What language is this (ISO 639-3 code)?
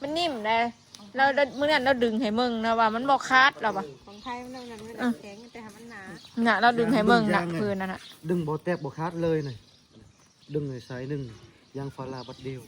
tts